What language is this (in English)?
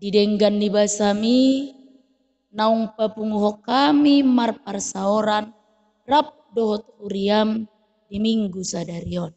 Batak Toba